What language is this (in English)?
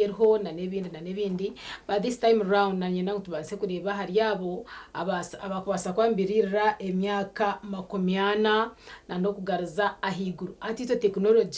Nyankole